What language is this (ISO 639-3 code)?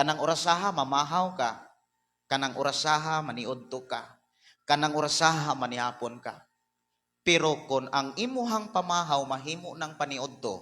ceb